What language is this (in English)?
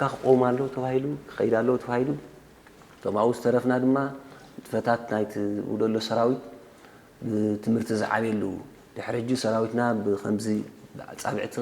Tigrinya